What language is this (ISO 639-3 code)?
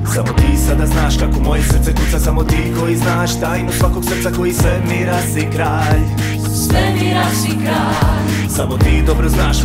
hrv